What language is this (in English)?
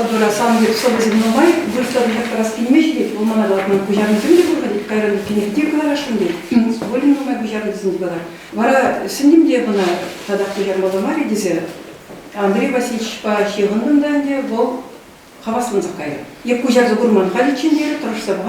Chuvash